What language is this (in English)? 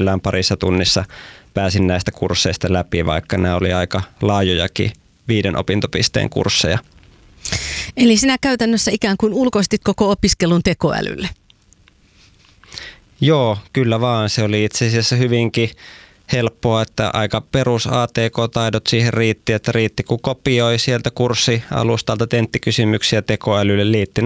Finnish